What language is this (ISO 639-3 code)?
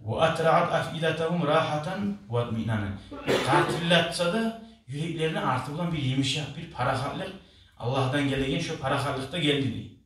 kum